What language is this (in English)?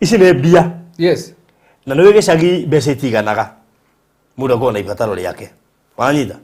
Kikuyu